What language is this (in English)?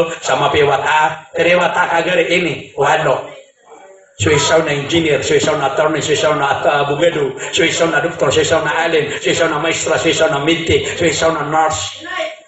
Maranao